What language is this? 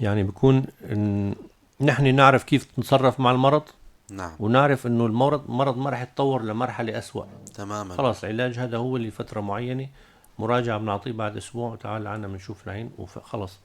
North Levantine Arabic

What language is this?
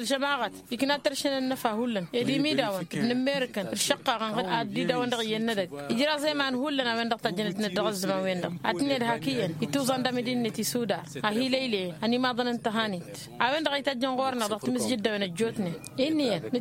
Tamasheq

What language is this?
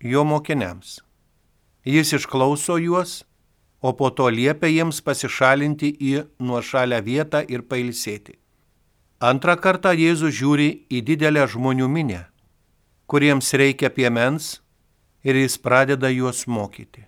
Lithuanian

